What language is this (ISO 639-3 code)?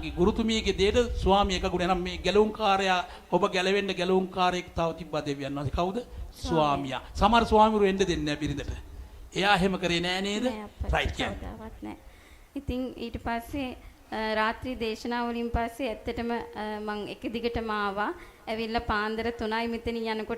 sin